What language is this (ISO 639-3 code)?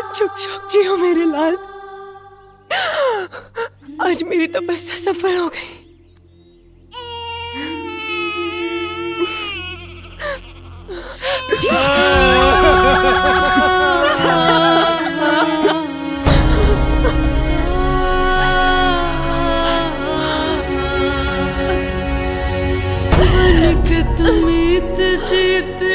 bho